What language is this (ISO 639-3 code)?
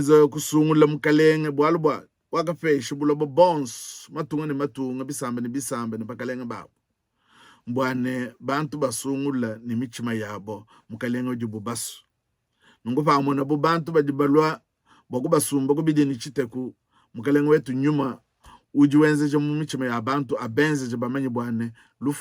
lua